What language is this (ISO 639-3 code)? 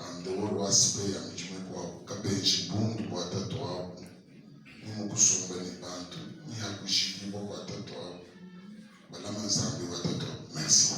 lua